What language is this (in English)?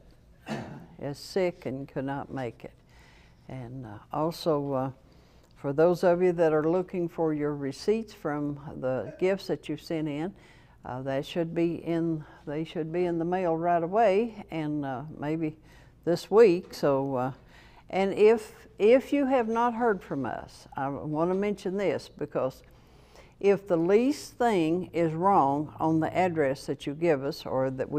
English